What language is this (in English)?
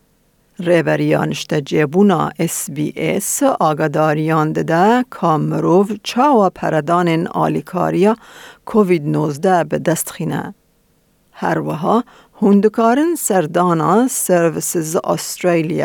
Kurdish